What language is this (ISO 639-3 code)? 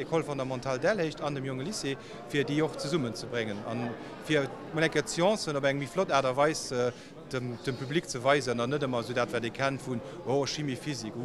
ltz